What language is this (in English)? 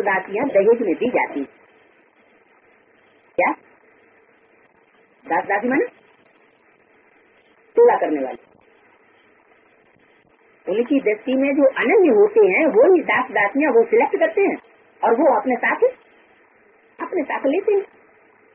Hindi